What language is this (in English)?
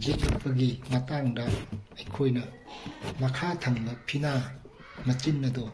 Manipuri